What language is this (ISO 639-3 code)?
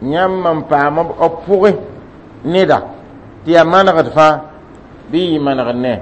mos